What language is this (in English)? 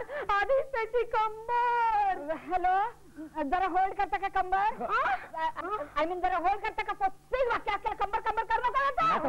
Marathi